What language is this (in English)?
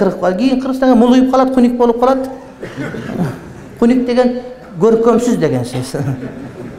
Kyrgyz